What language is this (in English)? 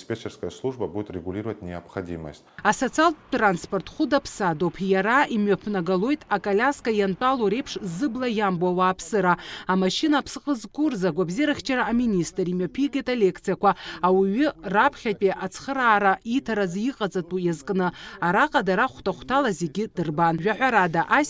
Abkhazian